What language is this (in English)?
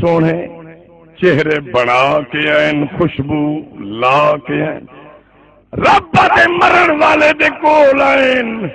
Saraiki